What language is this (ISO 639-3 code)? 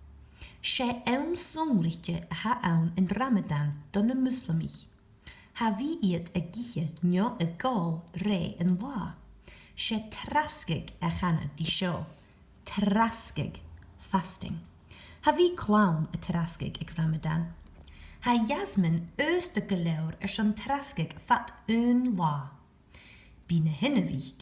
gla